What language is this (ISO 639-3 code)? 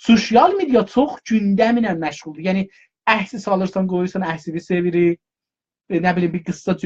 azb